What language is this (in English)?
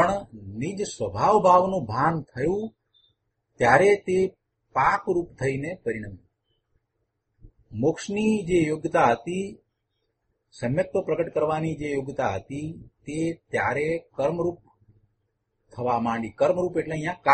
Gujarati